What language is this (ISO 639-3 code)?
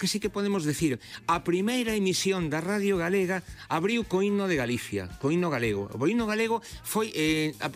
glg